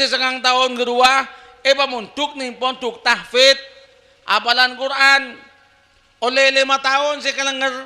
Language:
Madurese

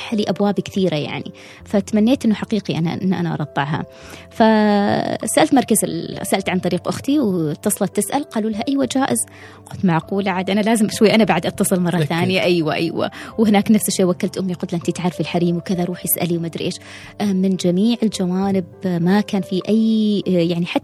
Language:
Gulf Arabic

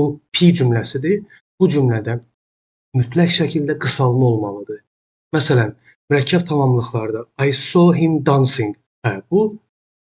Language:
Azerbaijani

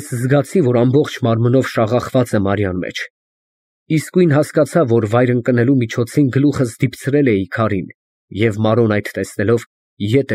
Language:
Armenian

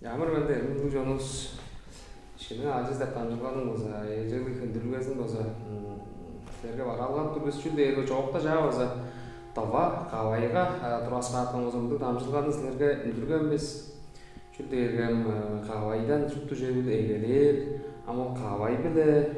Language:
Tuvinian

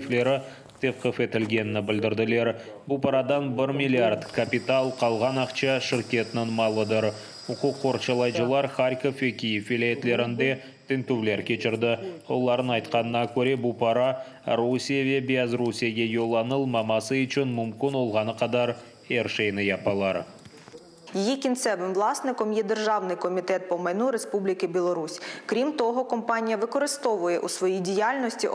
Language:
Crimean Tatar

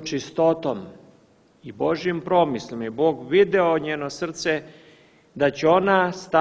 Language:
Serbian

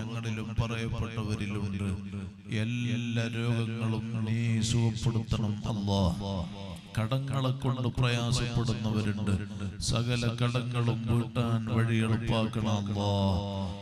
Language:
Malayalam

